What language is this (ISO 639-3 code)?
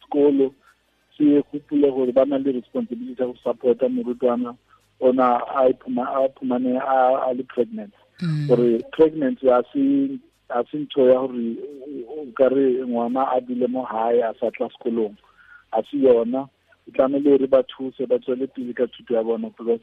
tsn